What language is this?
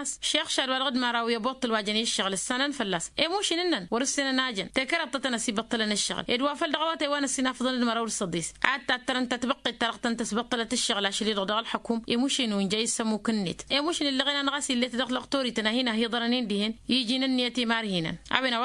Tamasheq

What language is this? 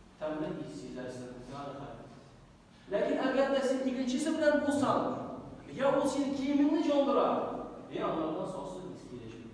Tatar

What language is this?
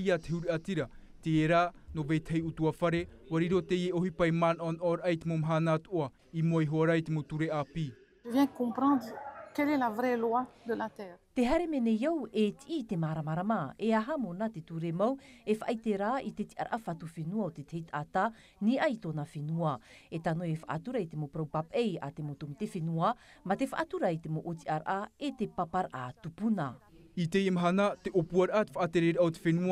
Tahitian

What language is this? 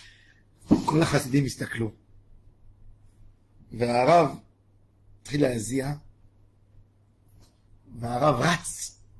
Hebrew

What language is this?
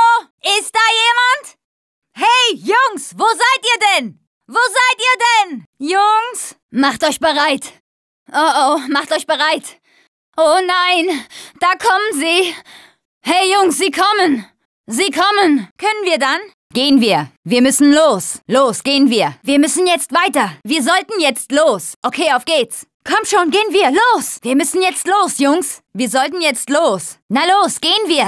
German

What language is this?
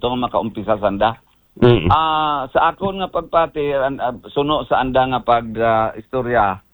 Aklanon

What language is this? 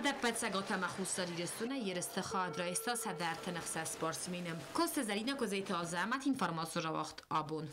Ossetic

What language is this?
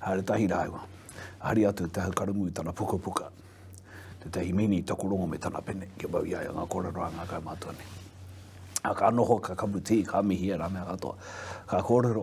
Māori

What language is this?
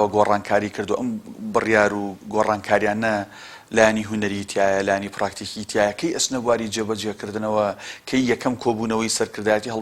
Central Kurdish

